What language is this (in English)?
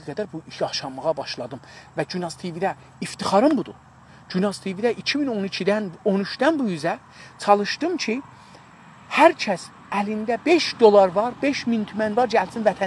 South Azerbaijani